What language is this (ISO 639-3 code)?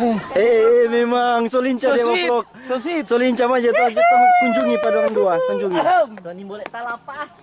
xmm